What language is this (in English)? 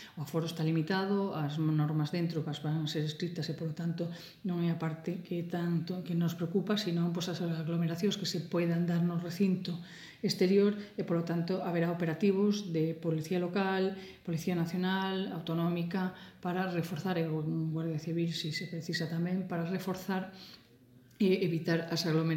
Galician